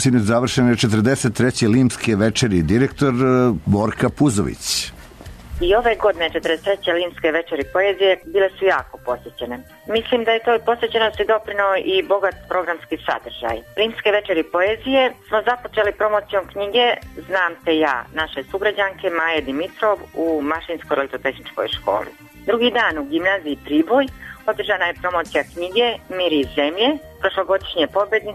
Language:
Serbian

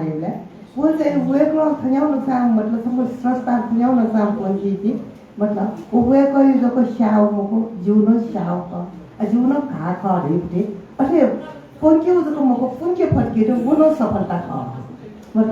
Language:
Newari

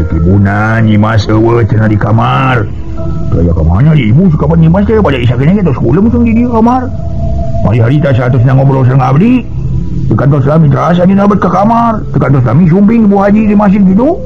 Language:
Sundanese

